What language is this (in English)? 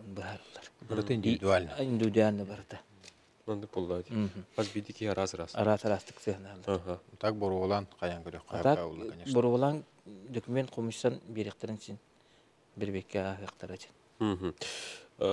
Yakut